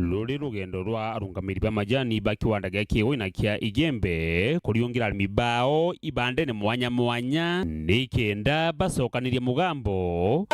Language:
Meru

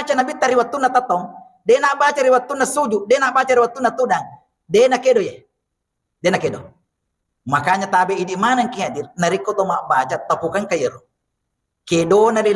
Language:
Buginese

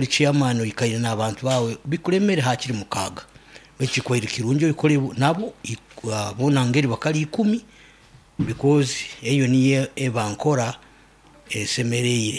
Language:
Nyankole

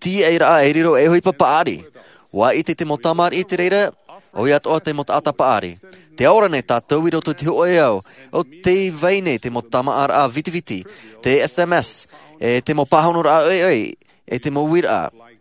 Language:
Tahitian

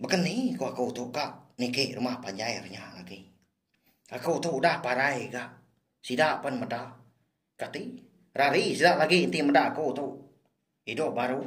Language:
Iban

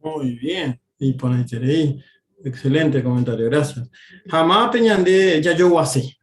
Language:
Guarani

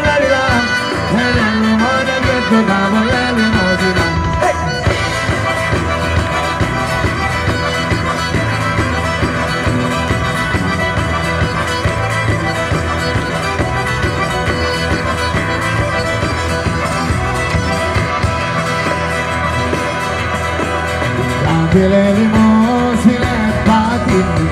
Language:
Italian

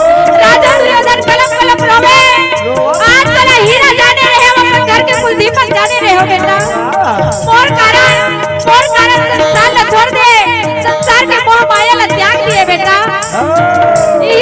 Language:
Chhattisgarhi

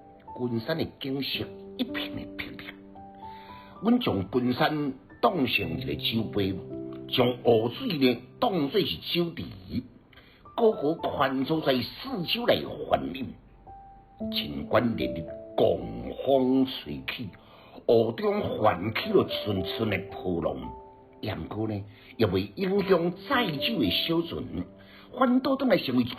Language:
Min Nan Chinese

